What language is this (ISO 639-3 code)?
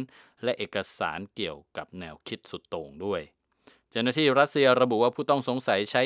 tha